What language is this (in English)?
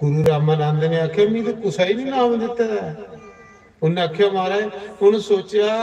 Dogri